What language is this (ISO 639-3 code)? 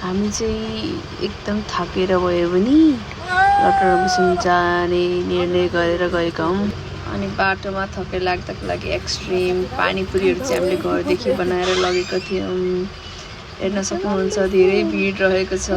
nep